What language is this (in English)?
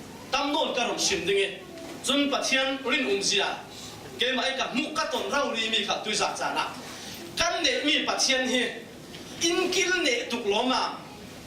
Falam Chin